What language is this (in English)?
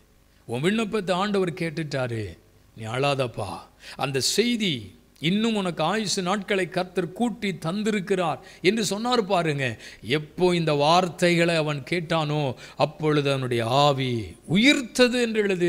Tamil